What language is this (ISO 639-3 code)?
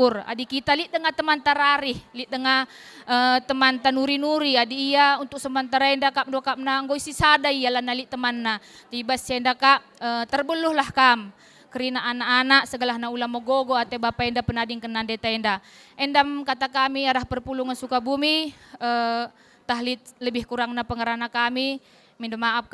btx